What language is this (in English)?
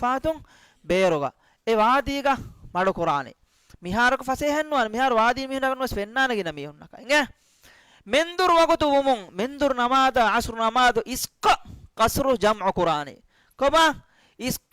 Divehi